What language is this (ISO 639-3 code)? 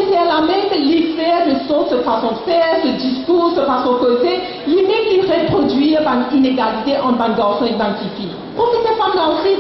mfe